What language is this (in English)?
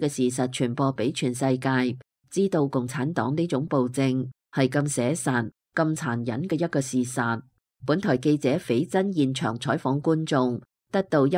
Cantonese